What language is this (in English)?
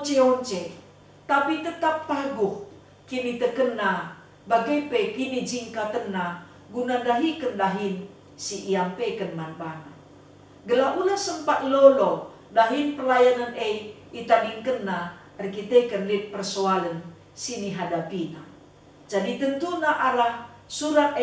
Batak Karo